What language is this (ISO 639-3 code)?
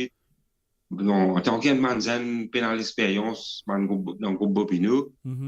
mfe